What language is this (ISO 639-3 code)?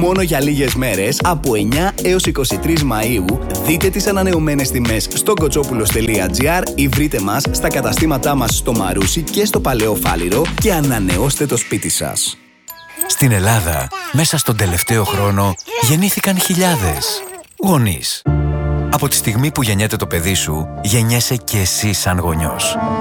ell